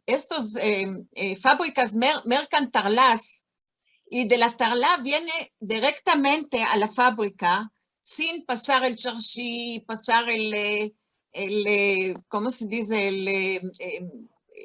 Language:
Ladino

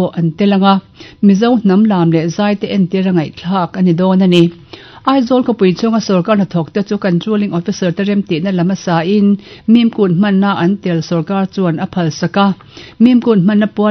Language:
Mizo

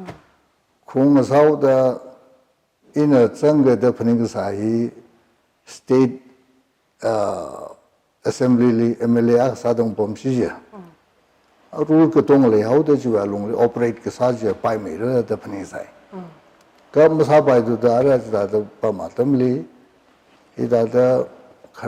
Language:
Tangkhul Naga (India)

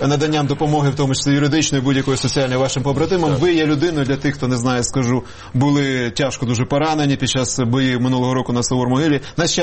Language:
Ukrainian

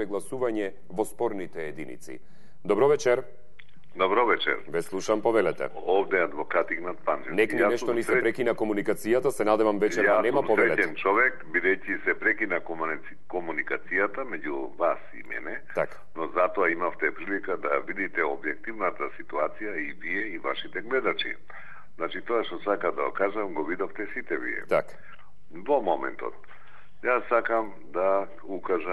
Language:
Macedonian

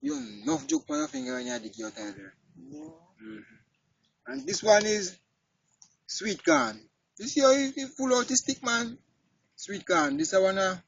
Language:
Jamaican Creole English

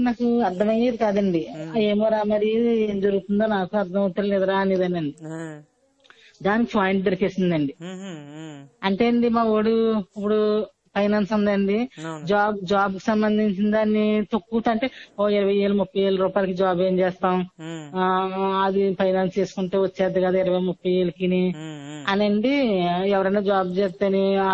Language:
Telugu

